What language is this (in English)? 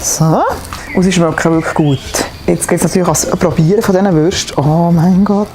Swiss German